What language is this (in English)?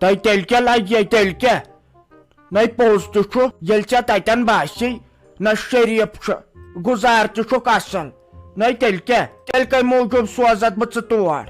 Kashmiri